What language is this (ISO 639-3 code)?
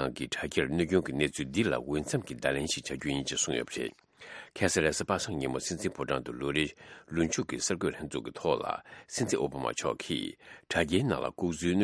bod